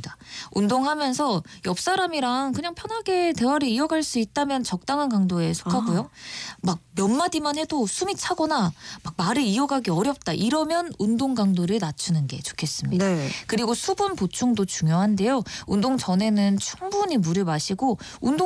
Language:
Korean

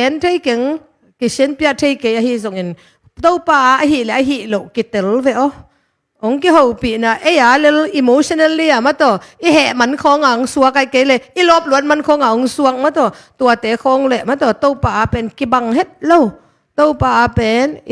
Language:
Tedim Chin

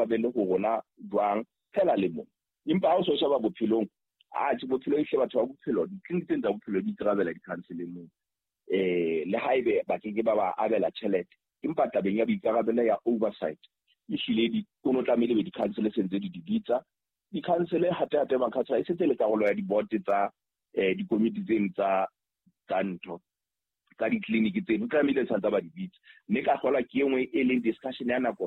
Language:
Southern Sotho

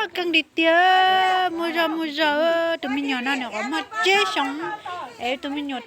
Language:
Hmong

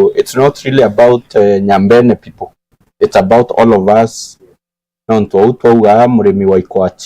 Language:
Meru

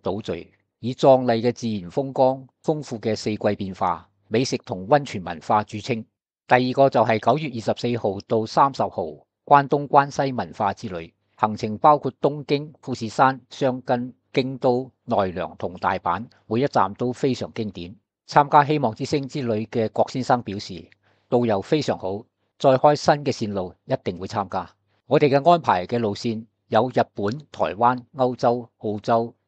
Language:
Cantonese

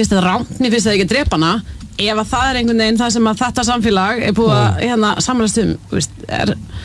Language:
Icelandic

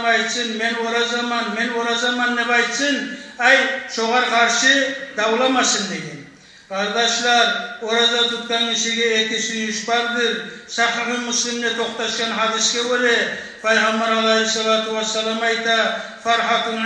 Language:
Kumyk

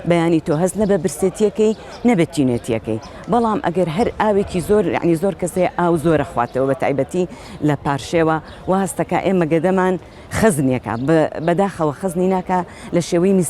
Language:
Central Kurdish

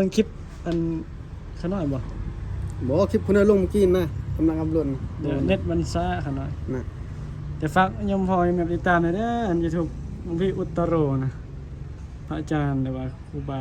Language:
Northeastern Thai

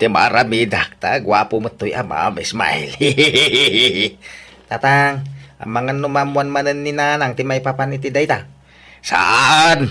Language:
Iloko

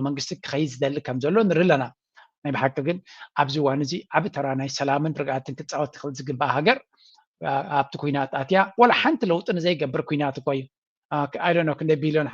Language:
Tigrinya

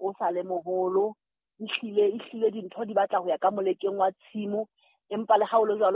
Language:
Southern Sotho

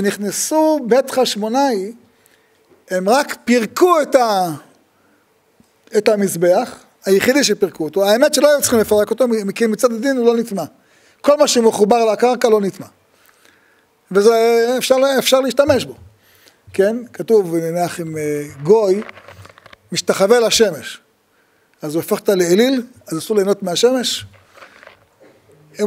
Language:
Hebrew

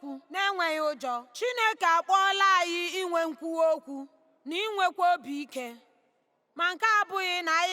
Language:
Igbo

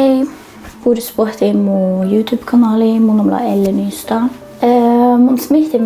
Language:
Northern Sami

